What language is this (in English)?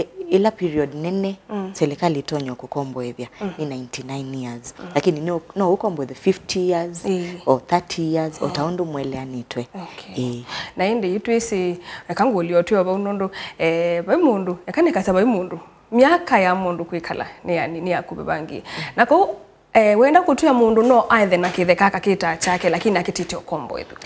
Kamba